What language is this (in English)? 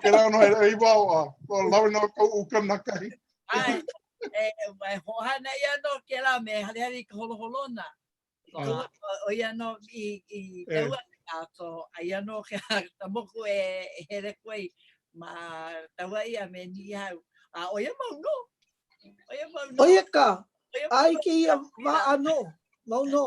Hawaiian